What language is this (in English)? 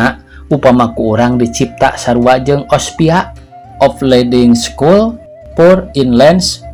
Sundanese